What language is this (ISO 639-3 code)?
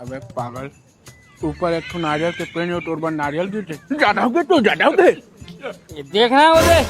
hne